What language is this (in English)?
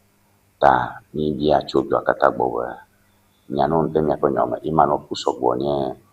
Ewe